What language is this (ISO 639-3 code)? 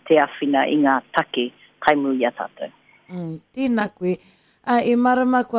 mri